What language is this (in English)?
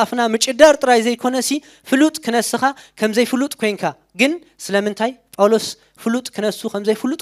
Tigrinya